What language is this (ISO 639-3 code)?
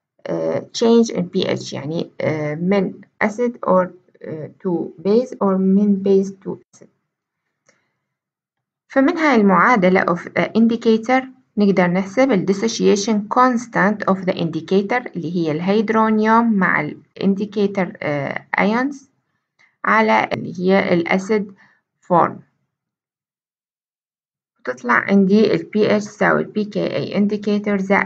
ara